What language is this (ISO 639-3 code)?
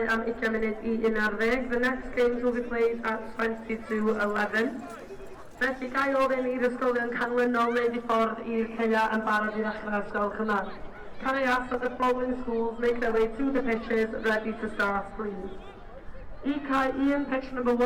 cym